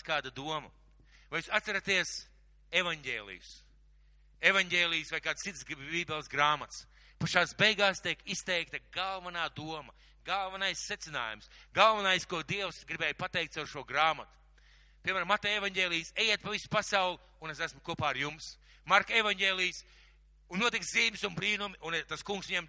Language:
Latvian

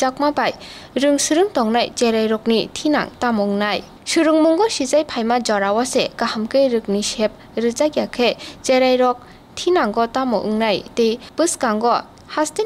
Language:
Kok Borok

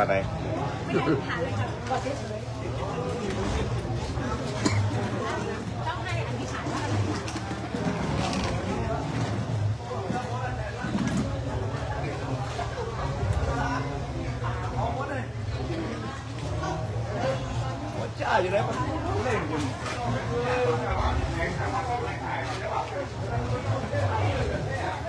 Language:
Thai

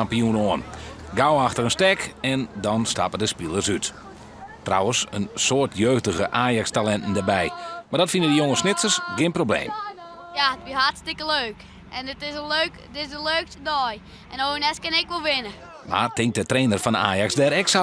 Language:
Western Frisian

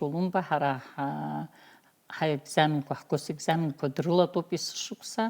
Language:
Abkhazian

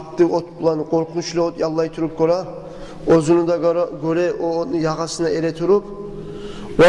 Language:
Kumyk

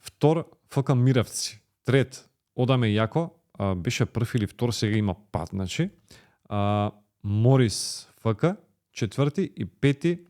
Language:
Macedonian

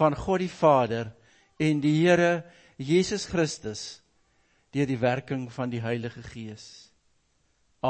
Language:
Afrikaans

